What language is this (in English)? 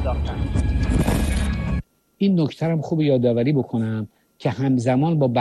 Persian